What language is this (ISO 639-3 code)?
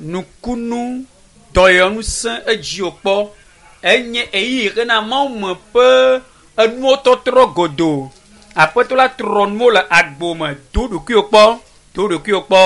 ewe